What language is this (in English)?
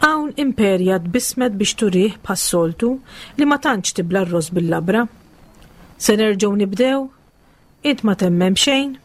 Maltese